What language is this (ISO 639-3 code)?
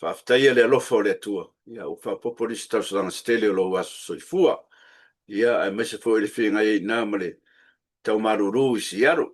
smo